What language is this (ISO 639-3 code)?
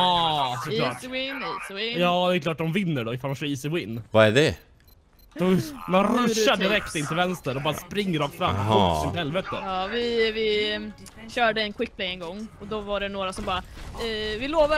swe